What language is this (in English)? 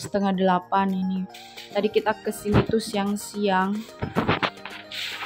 Indonesian